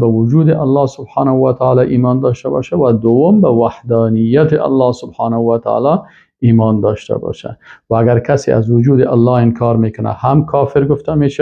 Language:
Persian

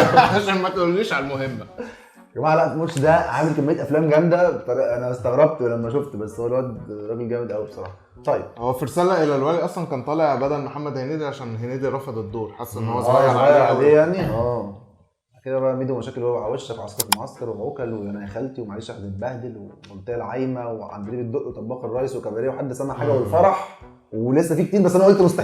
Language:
Egyptian Arabic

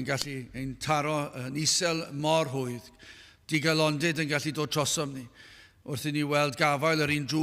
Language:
Welsh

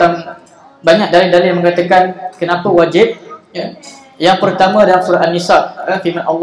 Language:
Malay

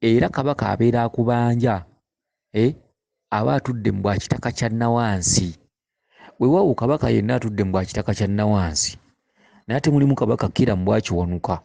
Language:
Ganda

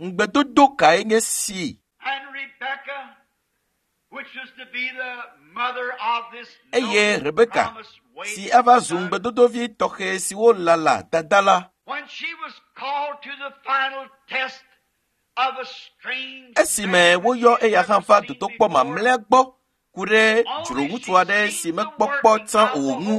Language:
Ewe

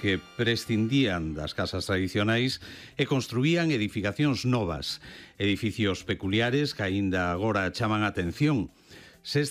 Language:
Galician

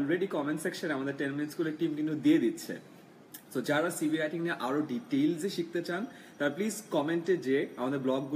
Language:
Bangla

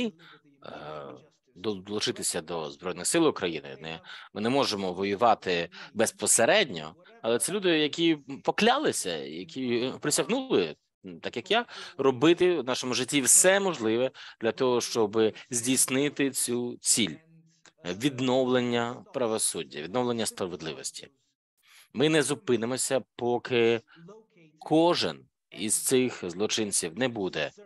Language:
Ukrainian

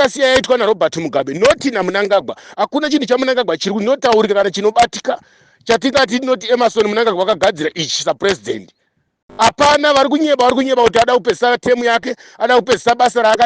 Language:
Shona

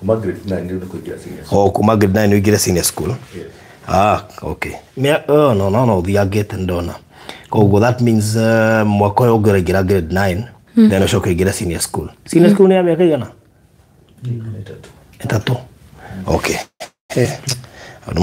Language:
Kikuyu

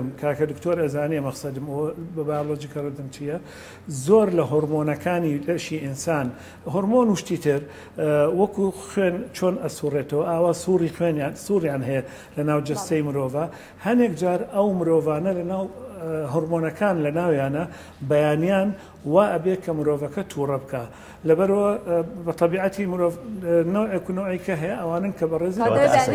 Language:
Central Kurdish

